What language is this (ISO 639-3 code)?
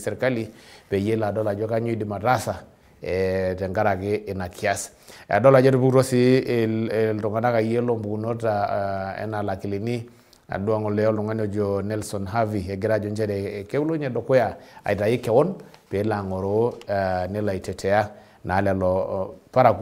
mas